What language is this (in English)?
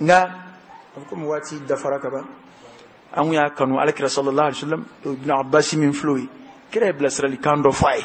Bambara